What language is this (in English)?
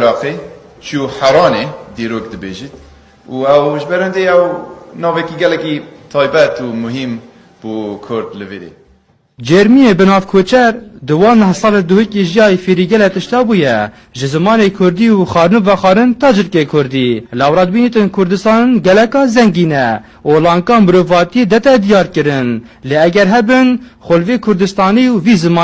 Kurdish